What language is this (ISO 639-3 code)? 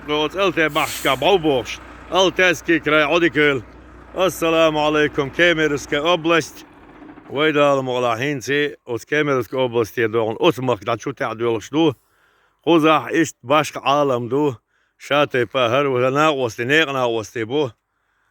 che